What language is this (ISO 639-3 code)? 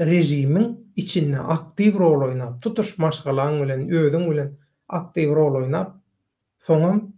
tuk